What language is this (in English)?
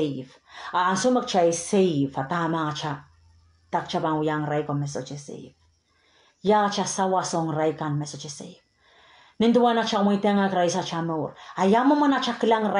Pohnpeian